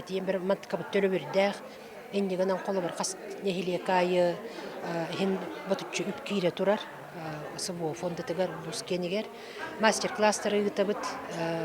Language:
Yakut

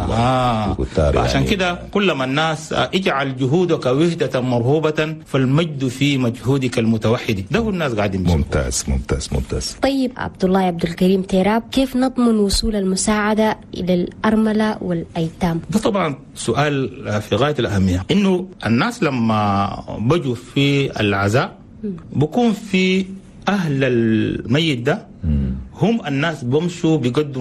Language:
Chadian Arabic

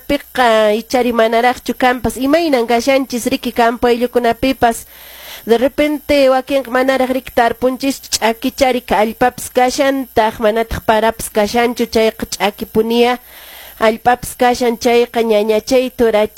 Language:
Quechua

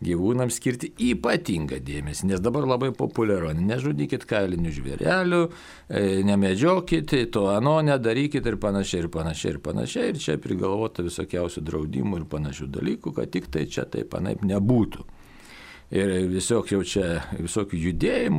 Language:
Lithuanian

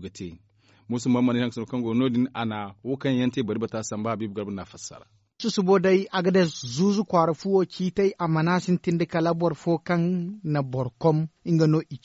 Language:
Zarma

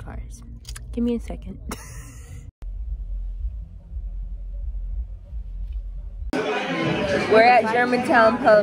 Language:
English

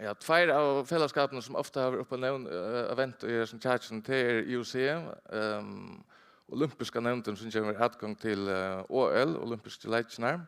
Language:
Faroese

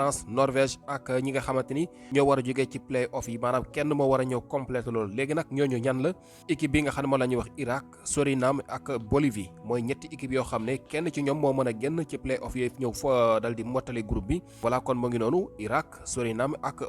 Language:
Wolof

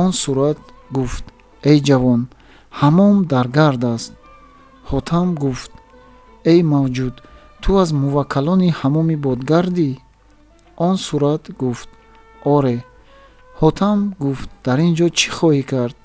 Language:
Tajik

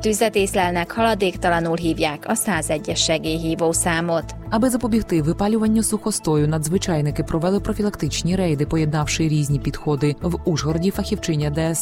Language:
Hungarian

